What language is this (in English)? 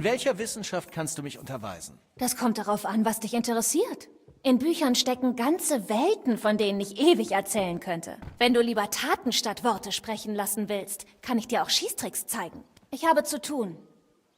Bavarian